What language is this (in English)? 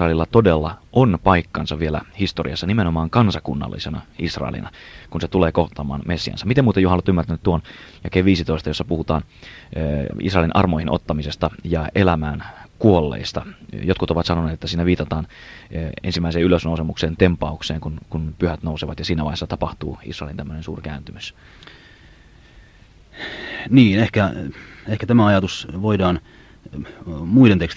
Finnish